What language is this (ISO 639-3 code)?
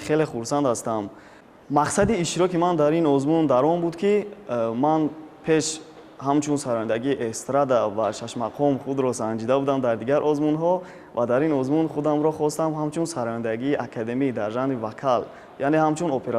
tgk